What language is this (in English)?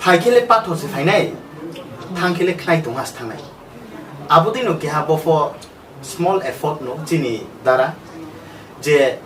Riang (India)